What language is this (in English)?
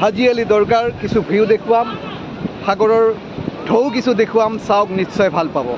Assamese